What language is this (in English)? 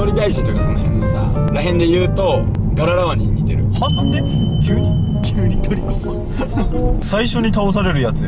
Japanese